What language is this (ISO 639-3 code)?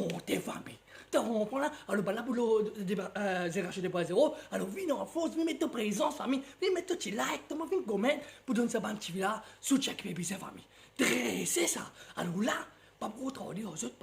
mfe